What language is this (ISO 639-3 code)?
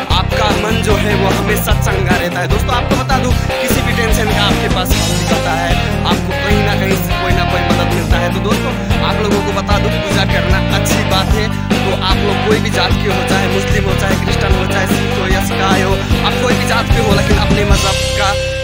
hin